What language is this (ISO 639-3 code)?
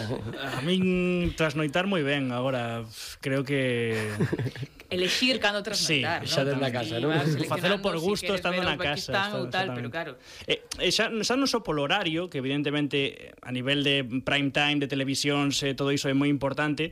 glg